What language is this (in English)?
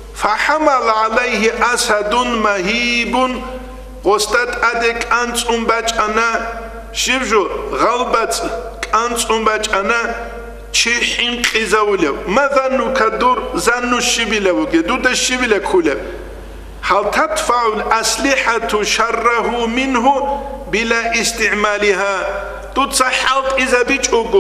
Avaric